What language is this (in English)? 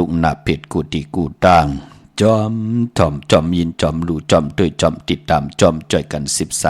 Shan